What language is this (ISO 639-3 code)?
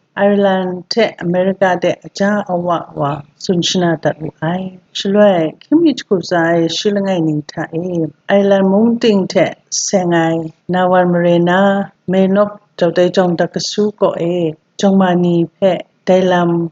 kac